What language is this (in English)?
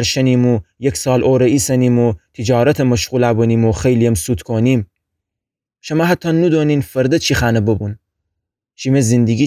Gilaki